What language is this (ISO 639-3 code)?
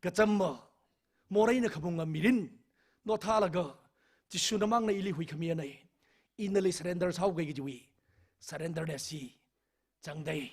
nmf